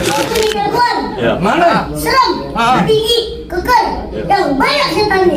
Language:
Betawi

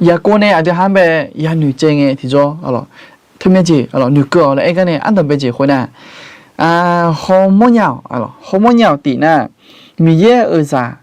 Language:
Akha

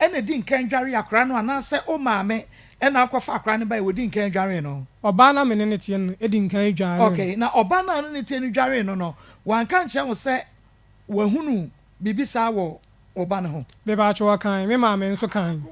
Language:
Akan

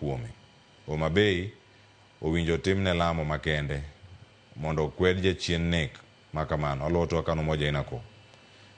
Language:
Luo (Kenya and Tanzania)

